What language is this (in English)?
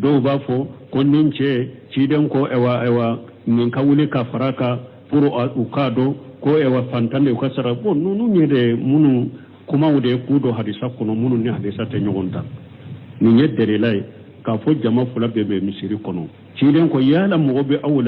Bambara